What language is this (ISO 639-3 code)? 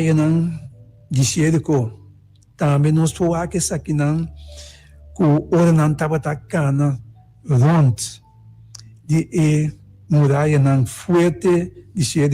pap